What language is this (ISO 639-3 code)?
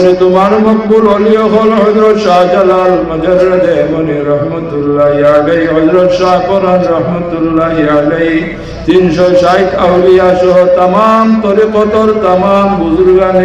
syl